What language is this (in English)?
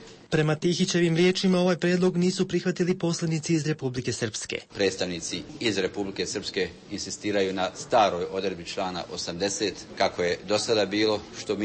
Bosnian